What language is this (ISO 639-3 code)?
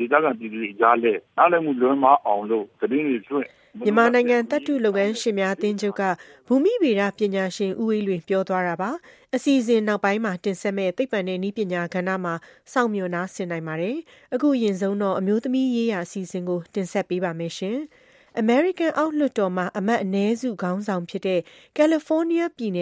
mya